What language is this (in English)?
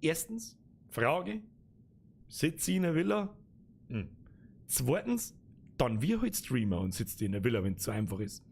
Bavarian